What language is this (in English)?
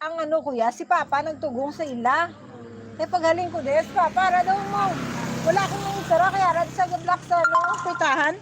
Hiligaynon